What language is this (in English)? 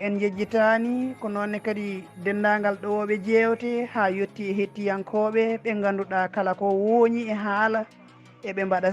Fula